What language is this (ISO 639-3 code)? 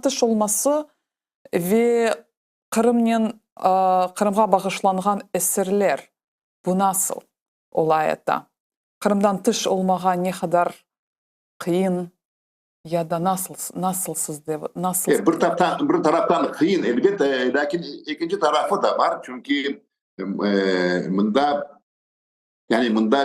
crh